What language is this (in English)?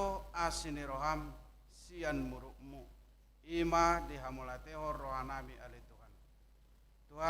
Batak Toba